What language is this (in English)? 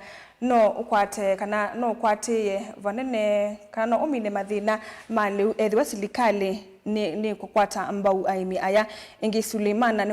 Kamba